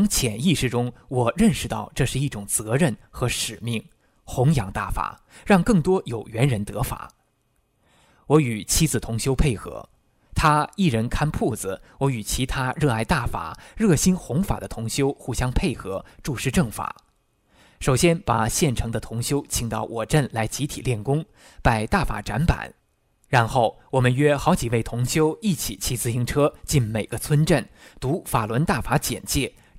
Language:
Chinese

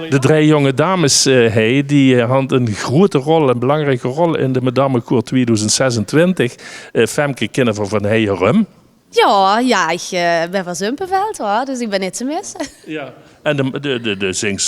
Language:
Limburgish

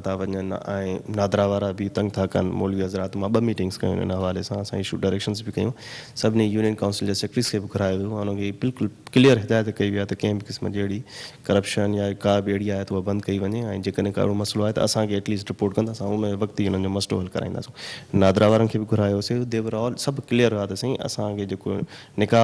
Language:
Sindhi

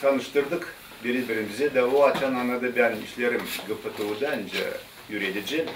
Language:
Gagauz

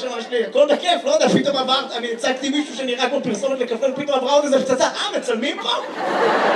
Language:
Hebrew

